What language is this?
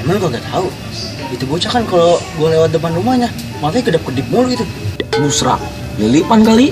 Betawi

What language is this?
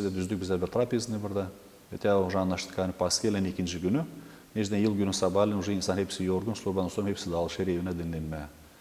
Gagauz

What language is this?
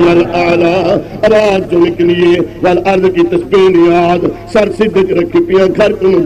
Saraiki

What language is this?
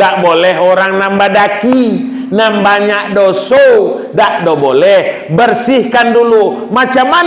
Minangkabau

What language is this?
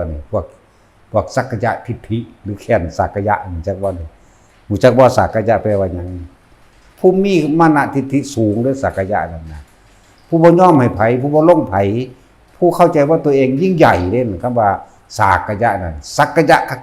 Northeastern Thai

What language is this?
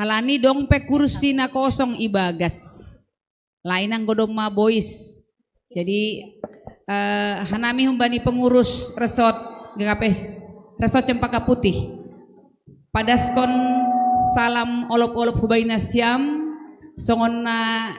Batak Simalungun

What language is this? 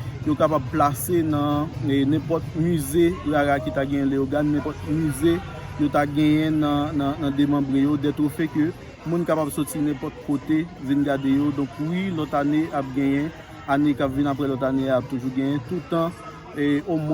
Haitian Creole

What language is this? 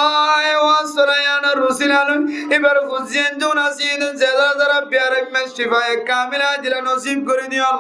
Rohingya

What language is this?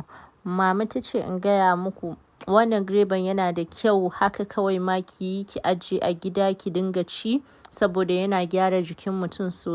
Hausa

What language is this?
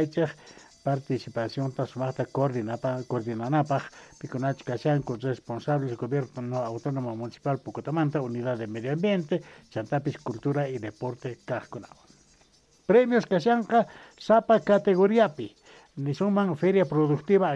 South Bolivian Quechua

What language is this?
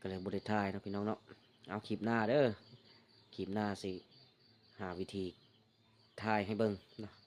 Lao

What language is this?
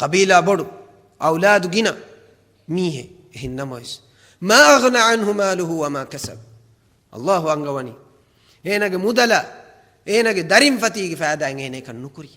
Divehi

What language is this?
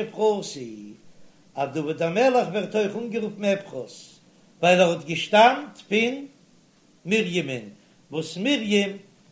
Yiddish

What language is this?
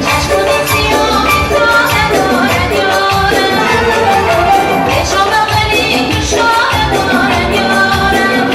Tajik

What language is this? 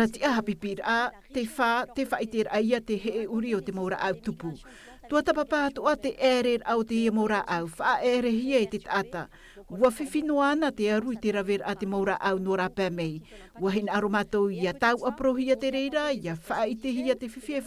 Tahitian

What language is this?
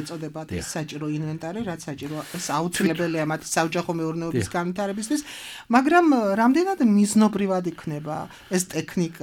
Georgian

